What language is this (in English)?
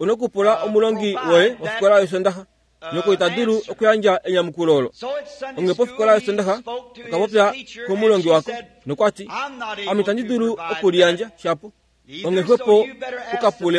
Kuanyama